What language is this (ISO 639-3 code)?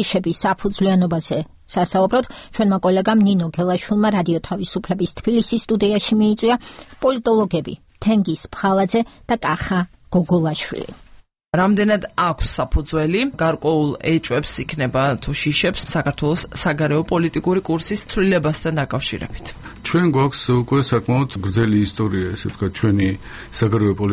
kat